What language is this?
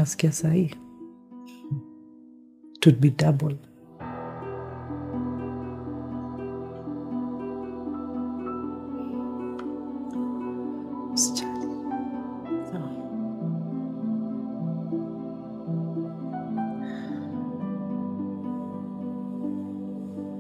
Swahili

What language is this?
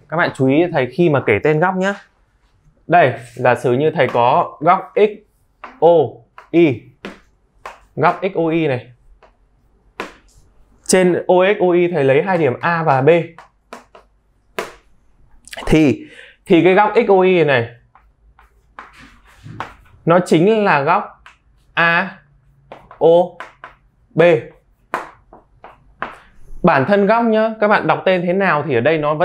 Vietnamese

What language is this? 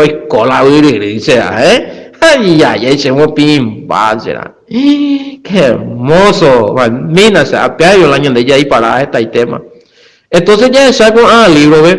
Guarani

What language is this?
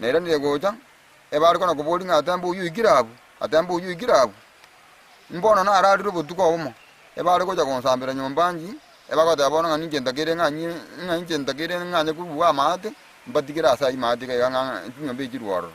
Gusii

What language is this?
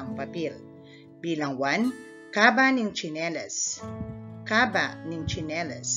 Pampanga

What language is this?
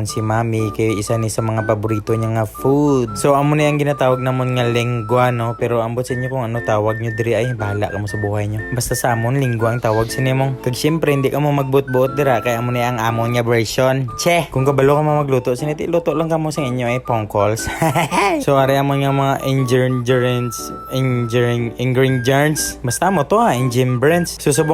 Hiligaynon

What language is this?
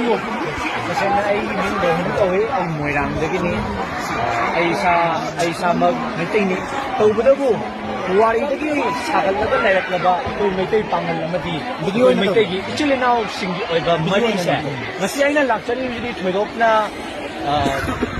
Manipuri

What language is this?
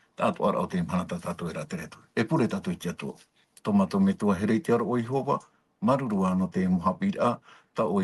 Tahitian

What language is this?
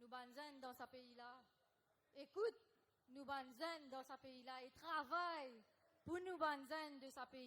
Morisyen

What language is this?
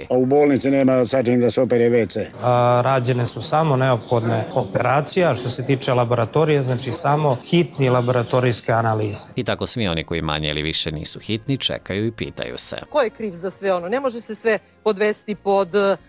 Serbian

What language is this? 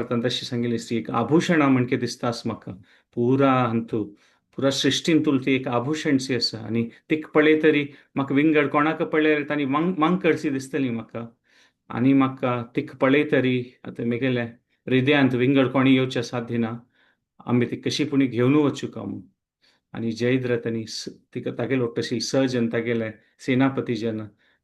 Konkani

